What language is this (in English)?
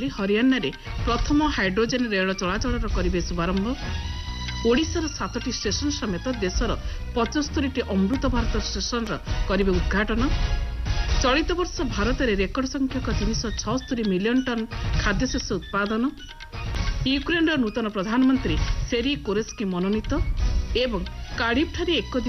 Odia